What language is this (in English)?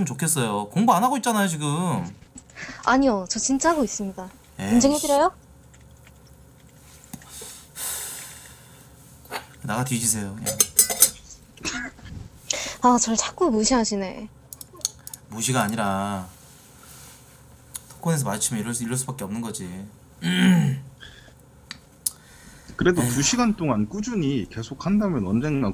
Korean